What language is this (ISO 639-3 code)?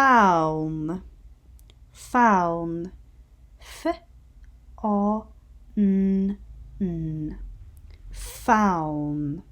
gla